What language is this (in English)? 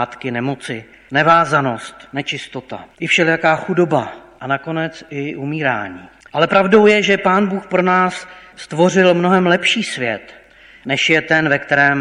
Czech